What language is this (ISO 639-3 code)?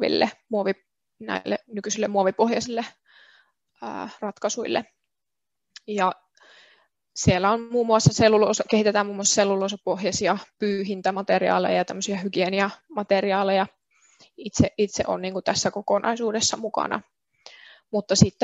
fin